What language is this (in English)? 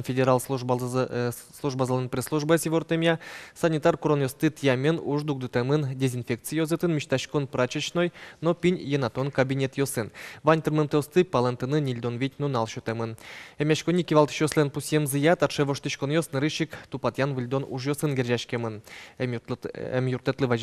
Udmurt